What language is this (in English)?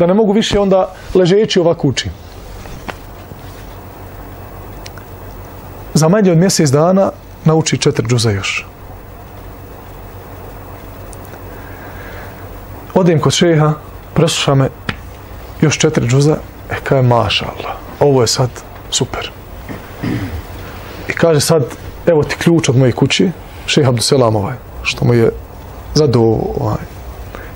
Bosnian